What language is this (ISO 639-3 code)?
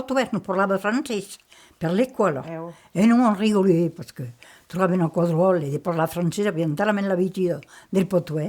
oci